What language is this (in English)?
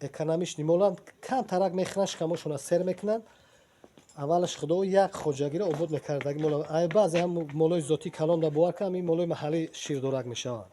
Tajik